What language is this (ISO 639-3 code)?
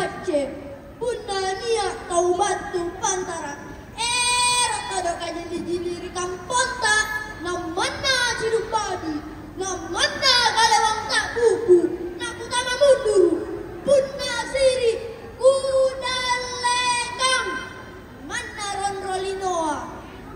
mak